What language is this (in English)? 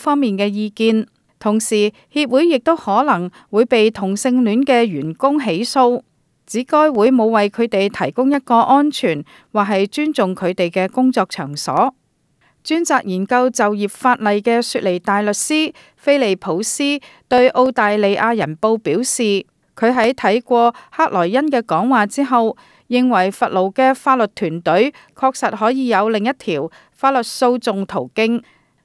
Cantonese